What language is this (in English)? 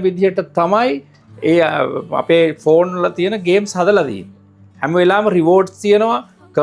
Sinhala